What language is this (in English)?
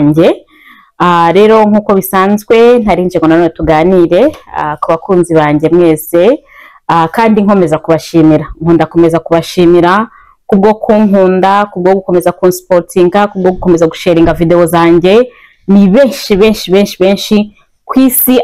Kinyarwanda